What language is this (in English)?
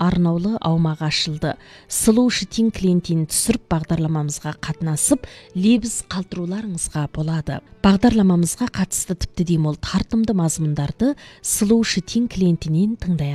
Kazakh